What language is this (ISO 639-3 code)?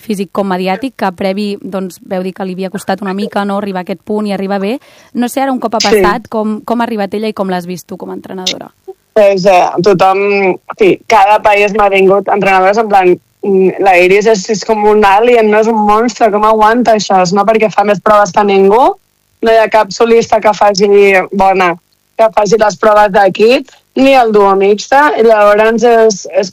cat